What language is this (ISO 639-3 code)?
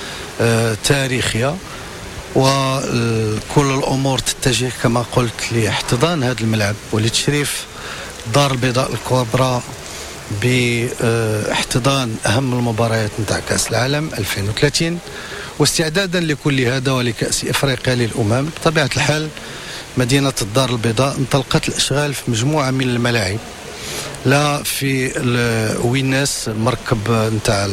ary